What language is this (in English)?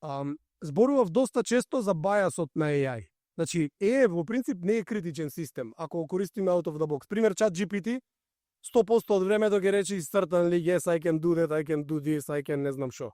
Macedonian